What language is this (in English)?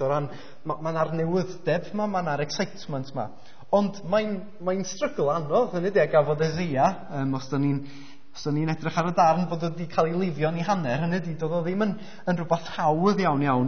Welsh